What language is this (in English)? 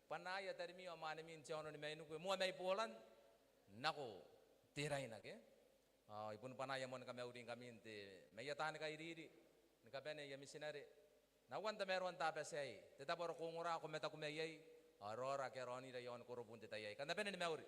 Gilbertese